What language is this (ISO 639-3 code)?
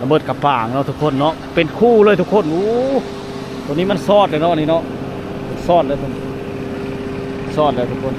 lao